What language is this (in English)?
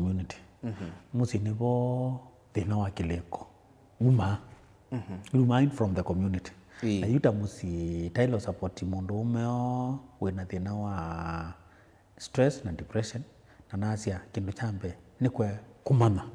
Kamba